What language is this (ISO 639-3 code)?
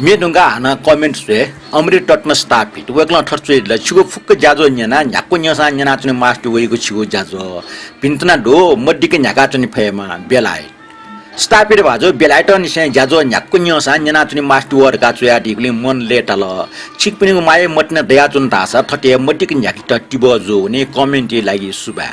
new